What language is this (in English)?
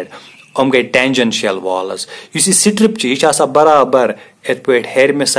Kashmiri